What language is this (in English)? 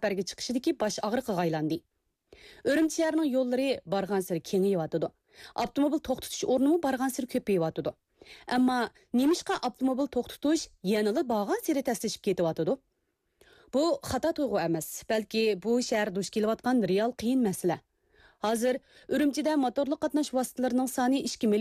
Uyghur